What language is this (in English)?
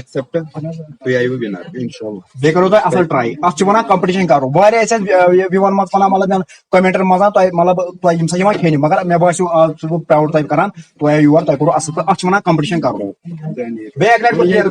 Kashmiri